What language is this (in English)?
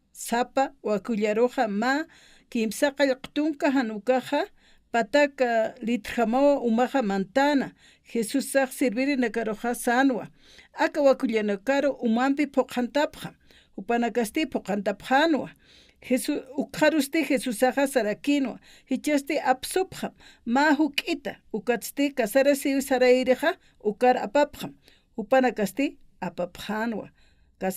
Aymara